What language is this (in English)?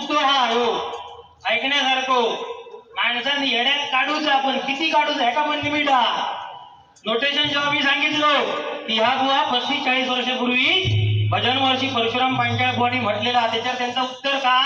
Marathi